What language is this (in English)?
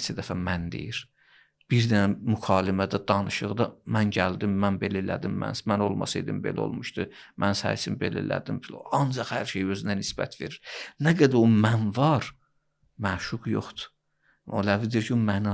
Azerbaijani